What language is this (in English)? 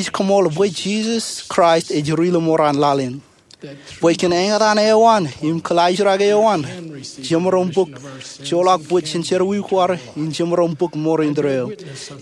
Marshallese